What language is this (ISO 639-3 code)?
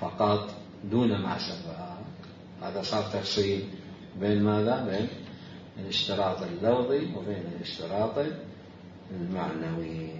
acm